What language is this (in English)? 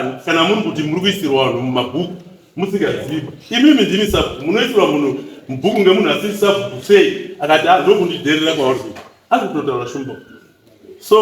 Shona